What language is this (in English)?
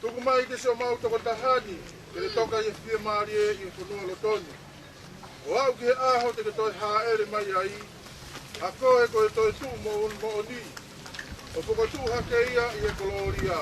Tongan